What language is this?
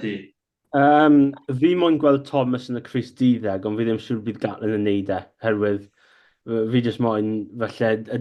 Welsh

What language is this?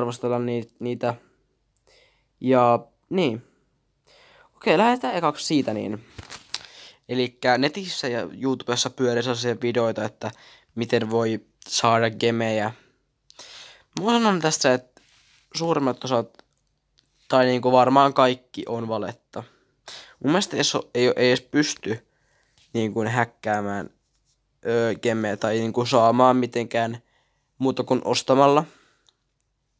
Finnish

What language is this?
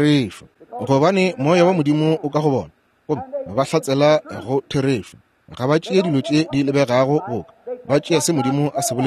Northern Sotho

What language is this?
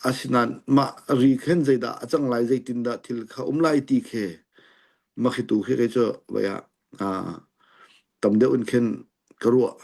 Hakha Chin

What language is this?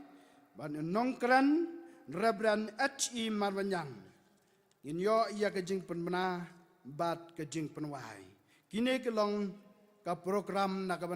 Khasi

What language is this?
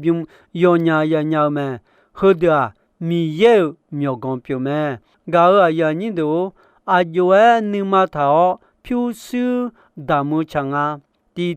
Akha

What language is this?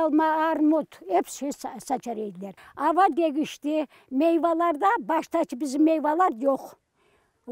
Crimean Tatar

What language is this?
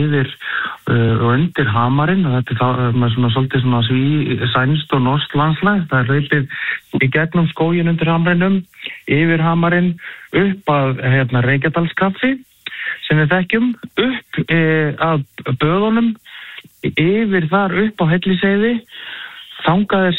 Icelandic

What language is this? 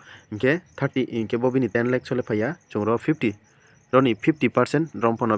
Riang (India)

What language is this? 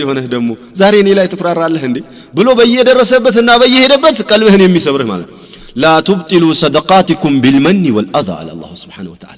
Amharic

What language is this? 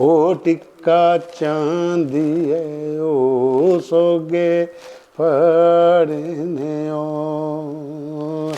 Dogri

